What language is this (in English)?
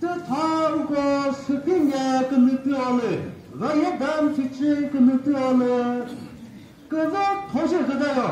Chokri Naga